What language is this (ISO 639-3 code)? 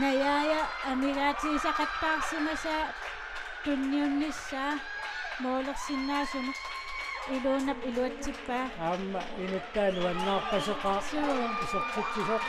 kal